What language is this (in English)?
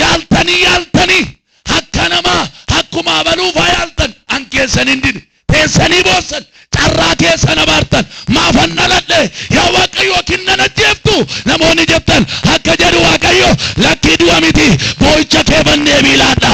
Oromo